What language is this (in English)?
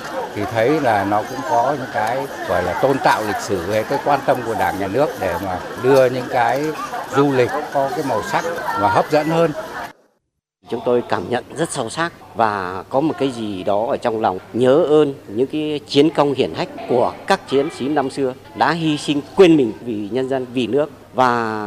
Vietnamese